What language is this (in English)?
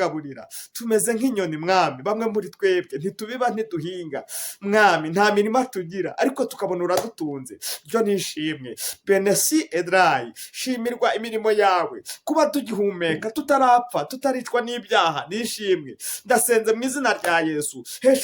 Kinyarwanda